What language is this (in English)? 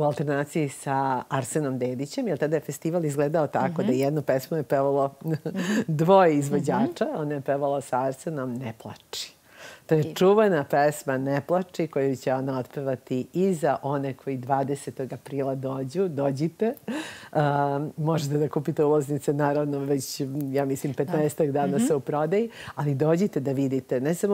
Serbian